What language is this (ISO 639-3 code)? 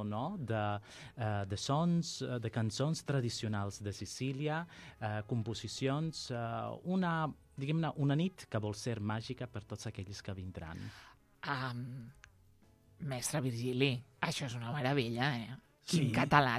cat